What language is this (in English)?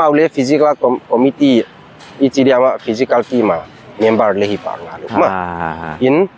Paite Chin